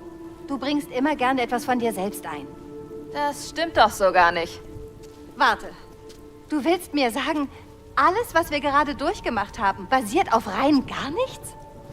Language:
Bavarian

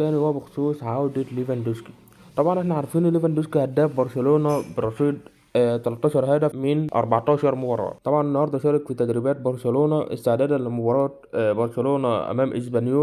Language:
Egyptian Arabic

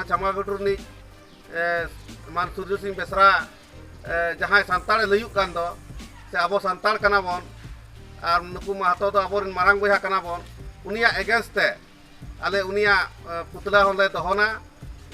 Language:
Santali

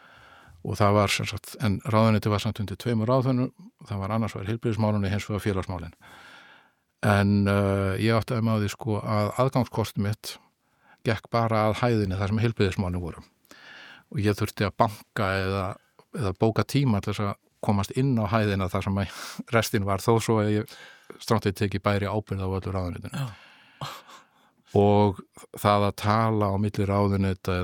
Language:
Icelandic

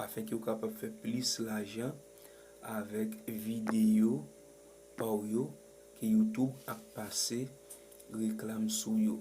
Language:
Haitian Creole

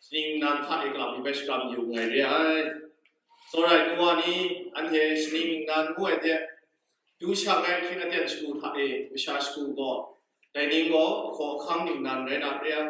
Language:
Kachin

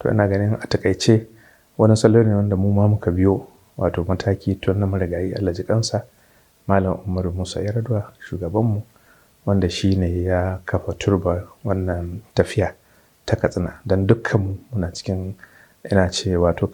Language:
Hausa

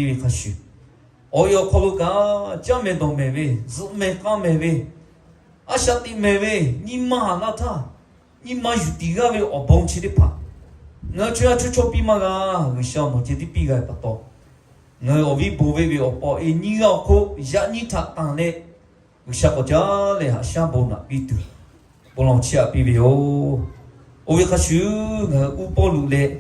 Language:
Lahu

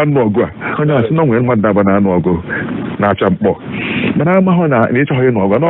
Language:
Igbo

